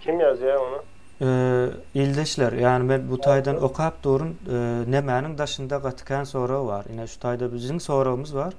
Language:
Turkmen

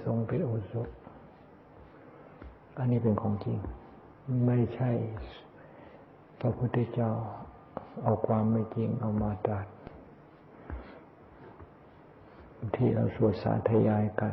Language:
Thai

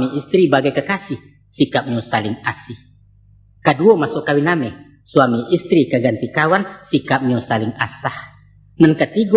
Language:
Minangkabau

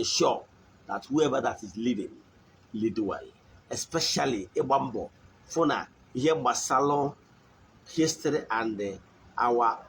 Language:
Igbo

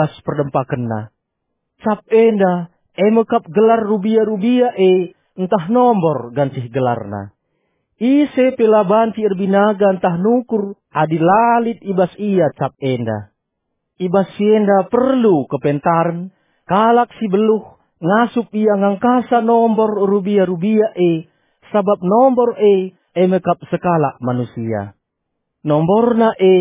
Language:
Batak Karo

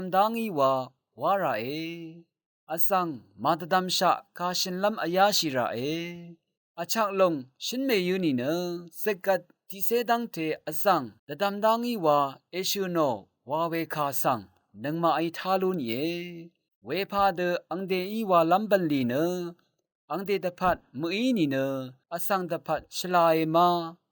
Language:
Rawang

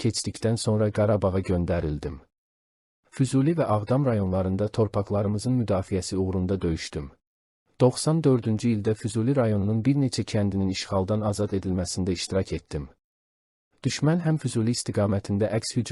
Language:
Azerbaijani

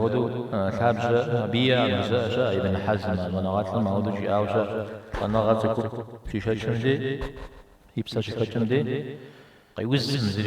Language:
Kabardian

